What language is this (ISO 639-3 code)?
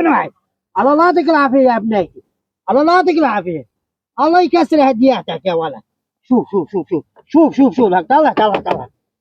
apc